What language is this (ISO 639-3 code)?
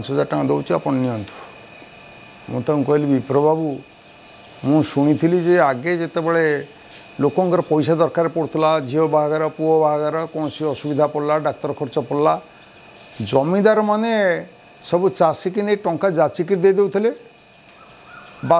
ori